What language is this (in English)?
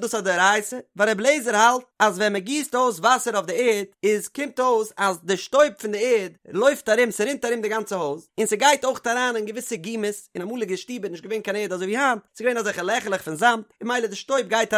Yiddish